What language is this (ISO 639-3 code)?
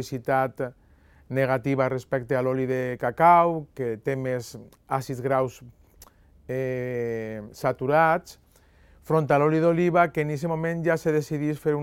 cat